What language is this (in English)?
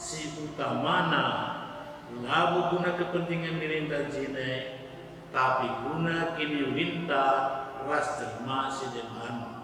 Batak Karo